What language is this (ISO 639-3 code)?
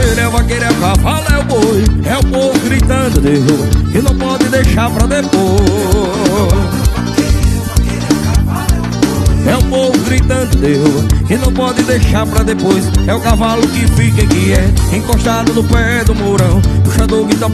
por